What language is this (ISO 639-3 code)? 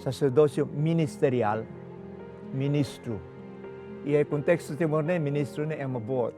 tet